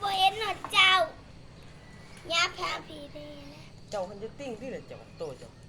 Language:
Lao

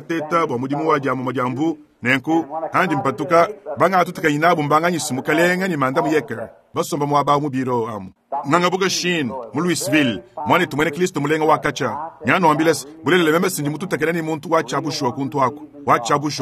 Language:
Luba-Lulua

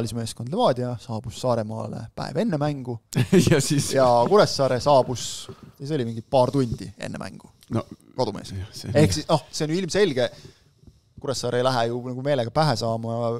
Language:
Estonian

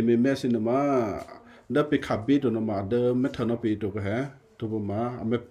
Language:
Western Kayah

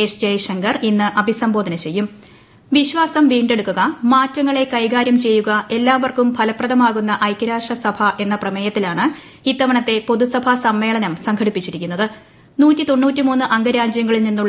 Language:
Malayalam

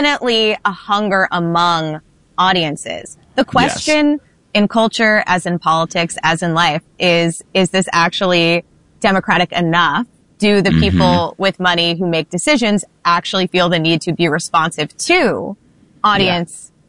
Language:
English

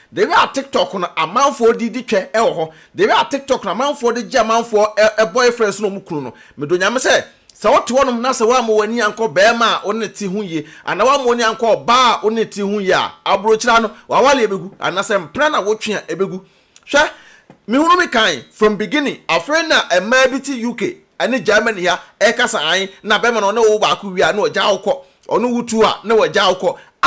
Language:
Akan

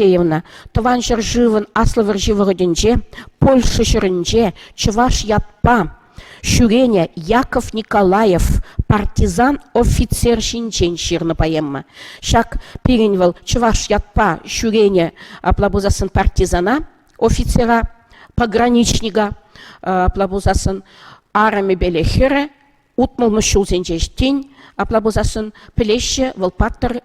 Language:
Chuvash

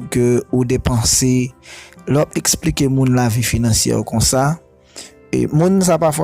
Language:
Haitian Creole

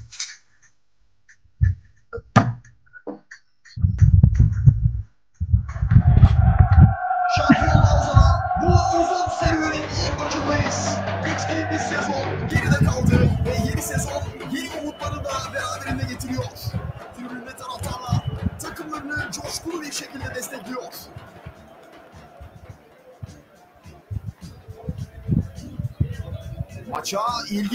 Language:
Turkish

